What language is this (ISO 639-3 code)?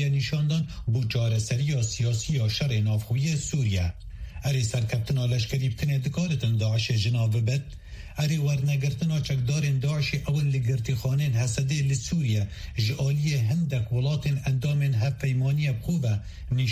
kur